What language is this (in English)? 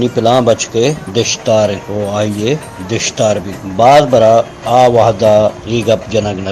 Baluchi